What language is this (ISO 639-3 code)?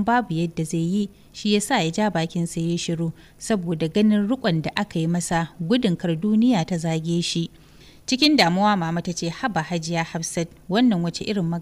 hau